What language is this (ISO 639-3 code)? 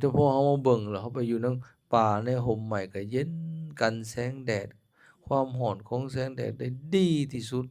lao